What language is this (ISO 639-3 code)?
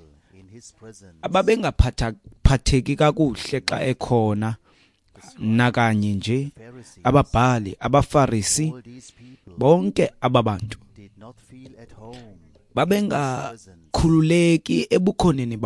xho